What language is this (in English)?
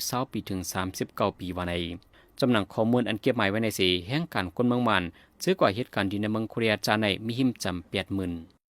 Shan